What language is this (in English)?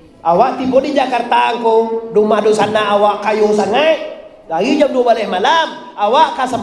Minangkabau